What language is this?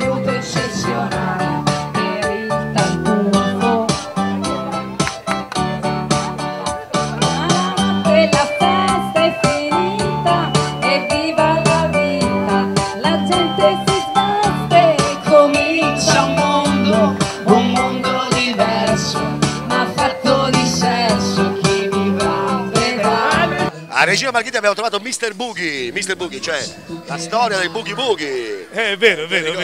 Italian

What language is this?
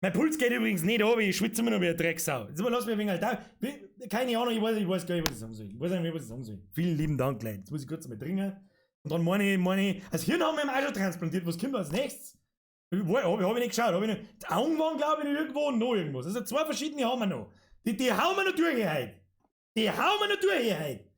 Bavarian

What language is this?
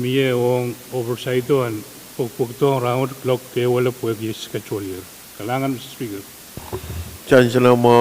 Pohnpeian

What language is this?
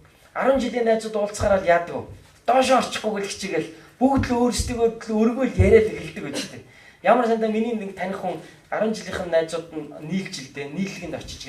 Mongolian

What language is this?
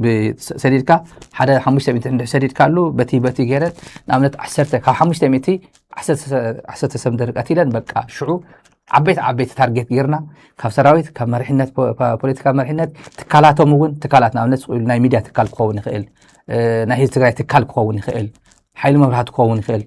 Tigrinya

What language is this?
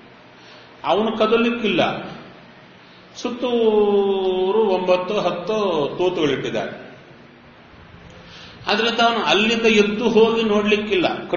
Kannada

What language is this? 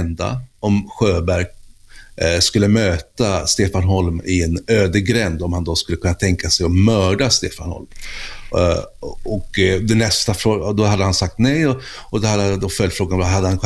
Swedish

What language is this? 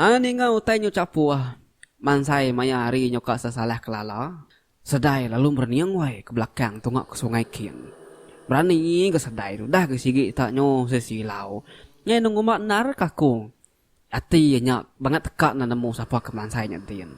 Iban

